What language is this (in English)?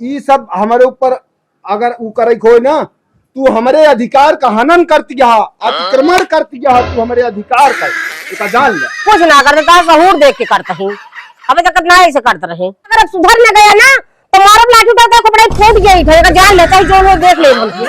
Awadhi